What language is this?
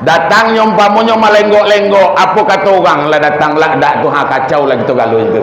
Minangkabau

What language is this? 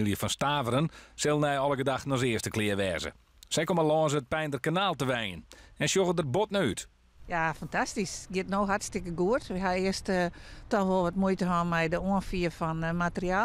Western Frisian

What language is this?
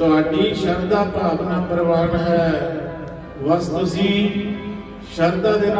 Punjabi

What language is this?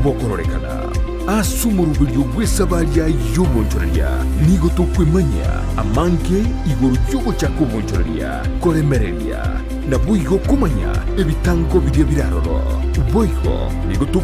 Gusii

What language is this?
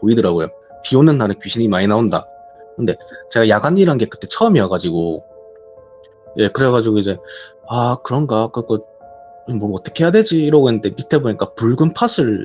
Korean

